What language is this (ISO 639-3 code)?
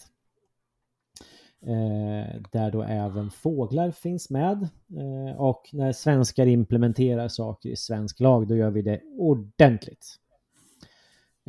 swe